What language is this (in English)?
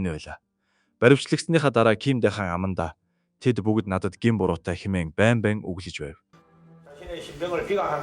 Mongolian